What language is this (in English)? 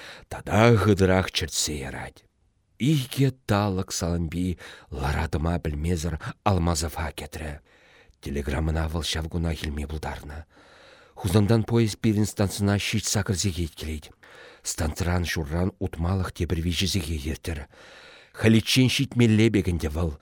Chuvash